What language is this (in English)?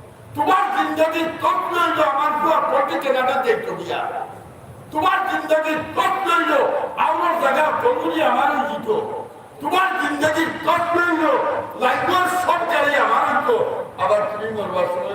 Sylheti